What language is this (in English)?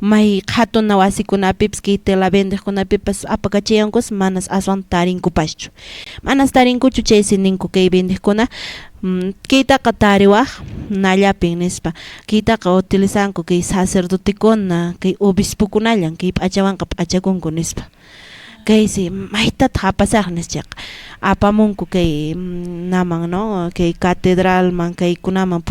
Quechua